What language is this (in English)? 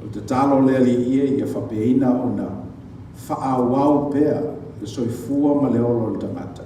Samoan